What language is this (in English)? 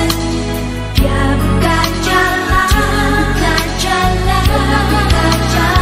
Indonesian